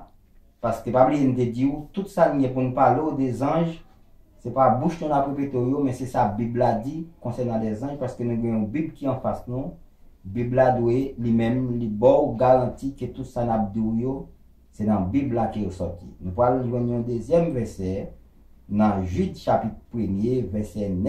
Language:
Haitian Creole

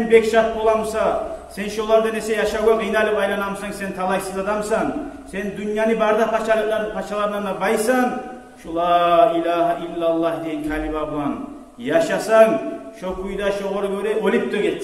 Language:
Kumyk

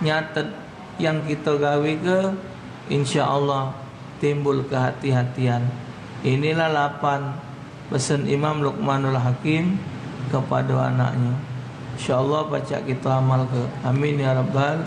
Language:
Musi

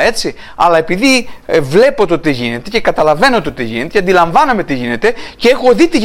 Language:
Greek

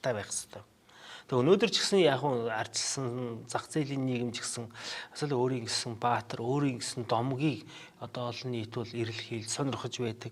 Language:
Mongolian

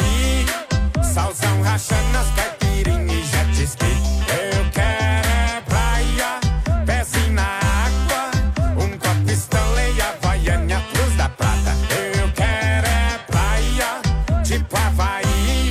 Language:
Portuguese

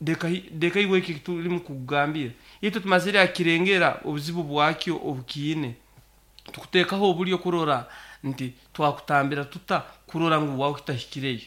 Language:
Nyoro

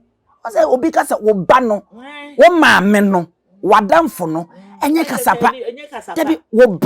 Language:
Akan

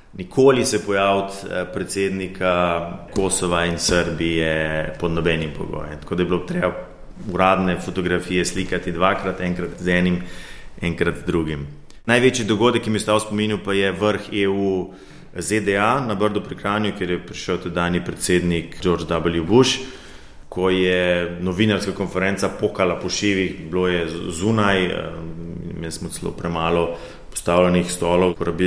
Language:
Slovenian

